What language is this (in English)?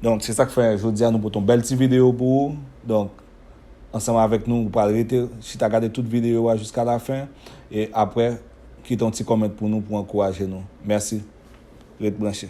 Haitian Creole